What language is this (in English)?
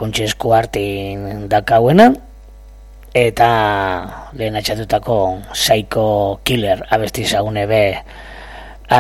Basque